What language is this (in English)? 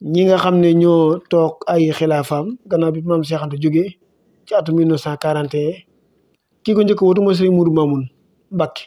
Wolof